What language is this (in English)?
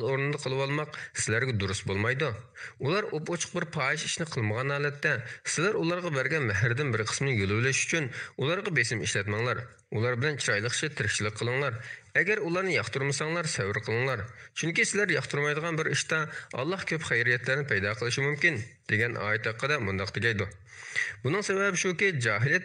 Uyghur